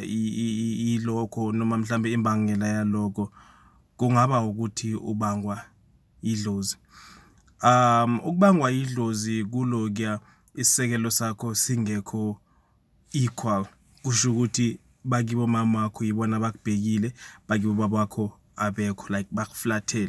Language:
Zulu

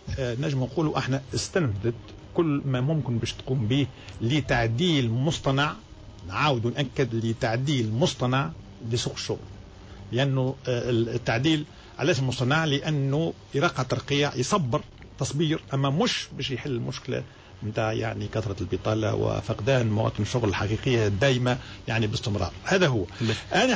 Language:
Tunisian Arabic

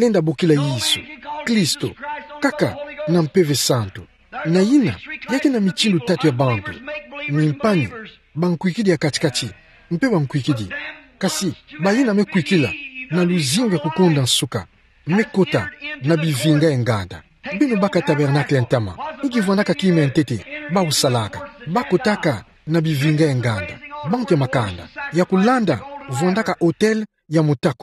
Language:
Kituba (Democratic Republic of Congo)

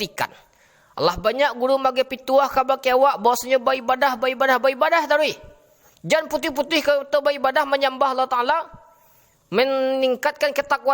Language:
Minangkabau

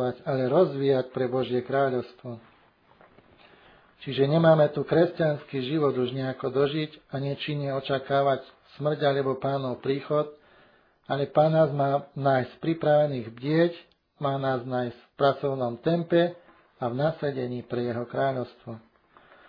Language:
Slovak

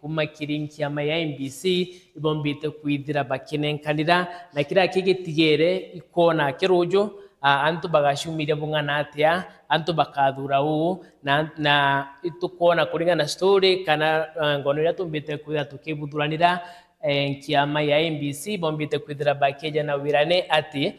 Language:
Meru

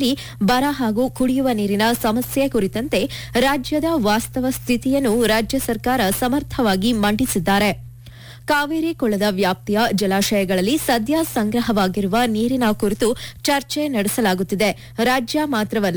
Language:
Kannada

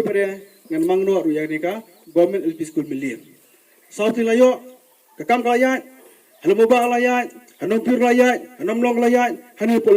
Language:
Khasi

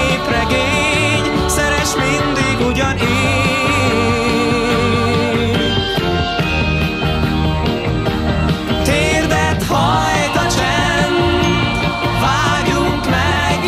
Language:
Hungarian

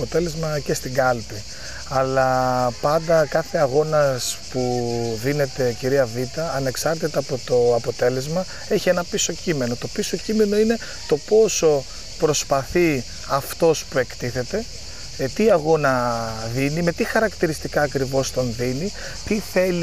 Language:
Greek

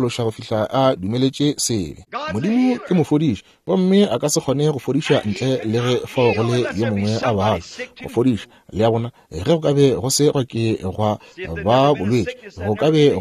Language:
Northern Sotho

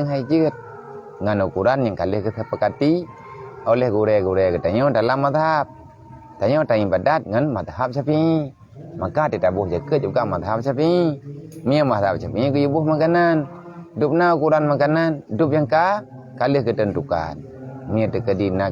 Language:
Achinese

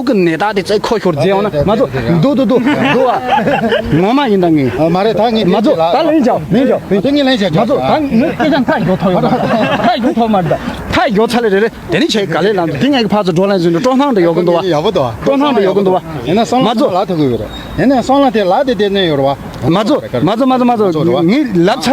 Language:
Tibetan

